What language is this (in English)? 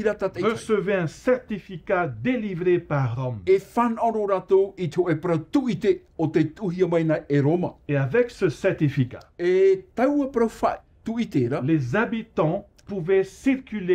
Tahitian